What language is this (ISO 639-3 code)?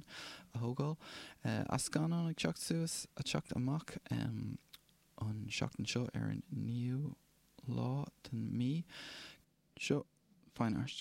gle